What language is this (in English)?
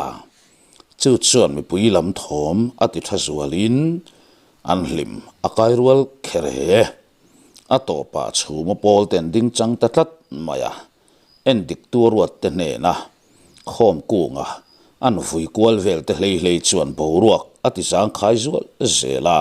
Mizo